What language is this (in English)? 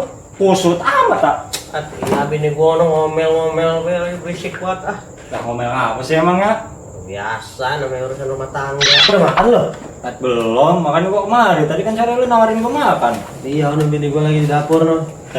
Betawi